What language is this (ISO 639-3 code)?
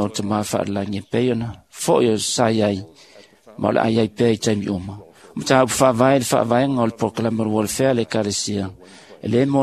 smo